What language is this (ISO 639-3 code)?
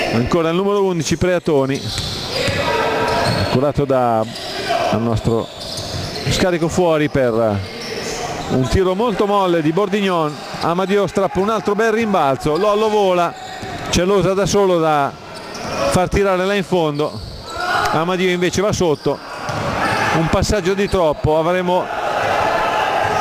ita